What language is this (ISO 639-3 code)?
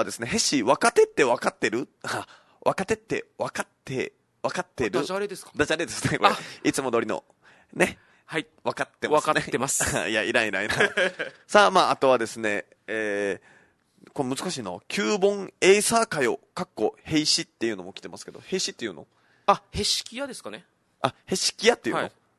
jpn